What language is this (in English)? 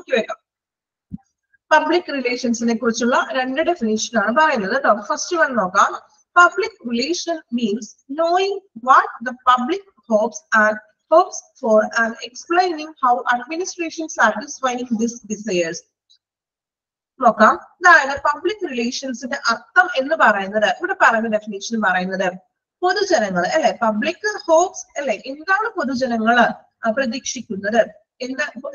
Malayalam